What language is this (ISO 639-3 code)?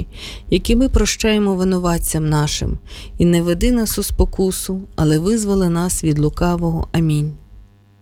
ukr